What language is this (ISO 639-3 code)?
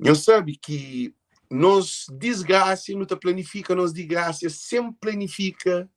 kea